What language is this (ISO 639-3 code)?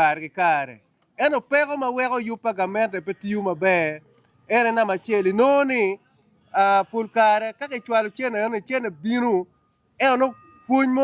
ach